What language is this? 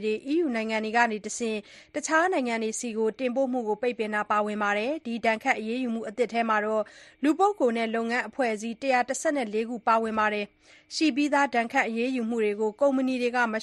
Burmese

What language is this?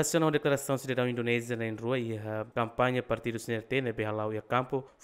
Tetum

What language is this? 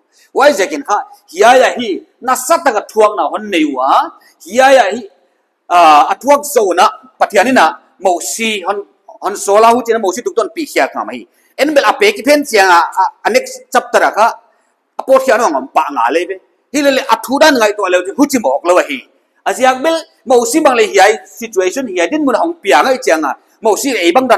Paite Chin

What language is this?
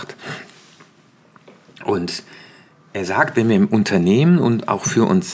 German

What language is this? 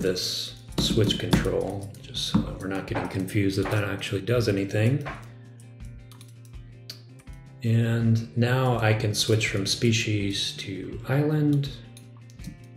English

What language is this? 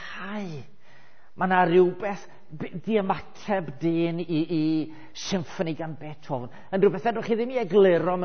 Welsh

